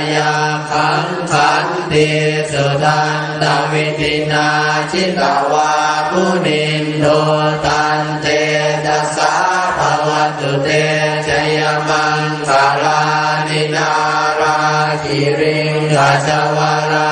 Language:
Pali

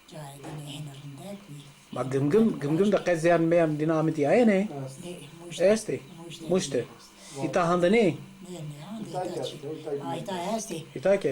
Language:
Zaza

